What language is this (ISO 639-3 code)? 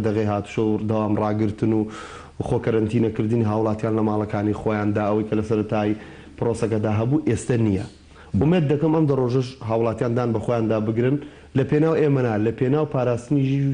ckb